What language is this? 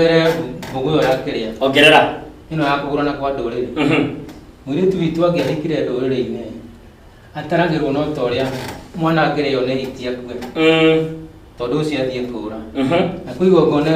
Kikuyu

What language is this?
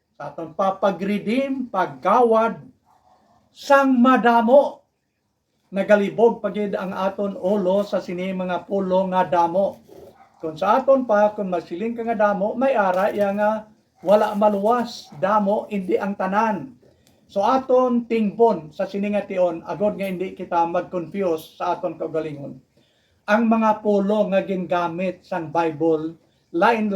Hiligaynon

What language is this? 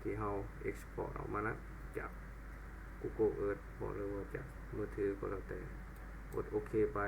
Lao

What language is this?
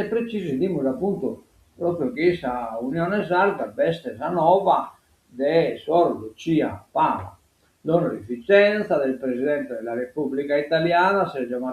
Sardinian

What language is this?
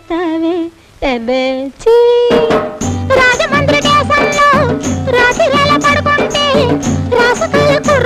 Telugu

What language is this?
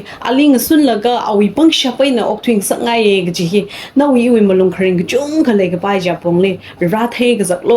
Tangkhul Naga (India)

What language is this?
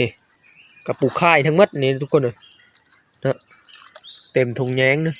Lao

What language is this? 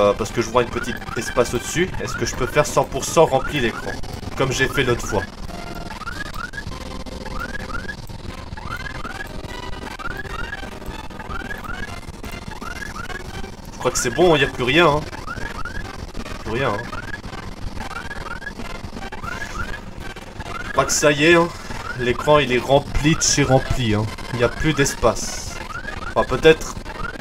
French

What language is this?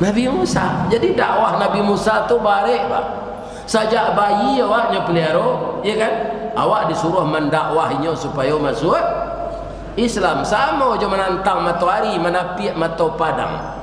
Minangkabau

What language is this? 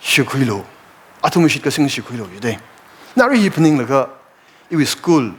Tangkhul Naga (India)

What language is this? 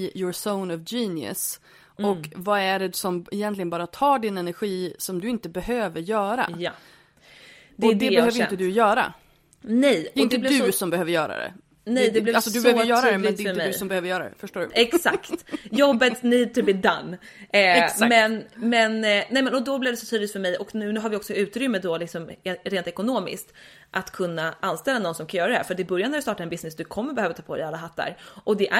Swedish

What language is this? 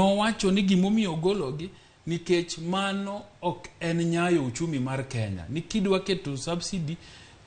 Luo (Kenya and Tanzania)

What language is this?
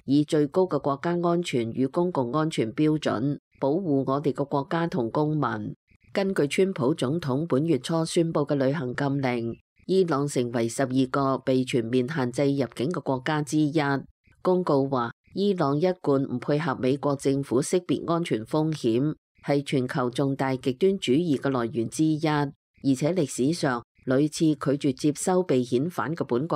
Cantonese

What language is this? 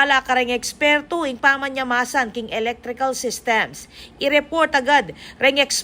Pampanga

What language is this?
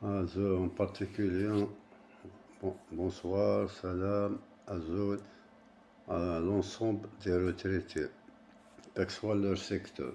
Kabyle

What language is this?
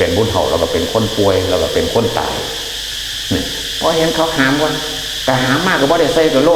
Northeastern Thai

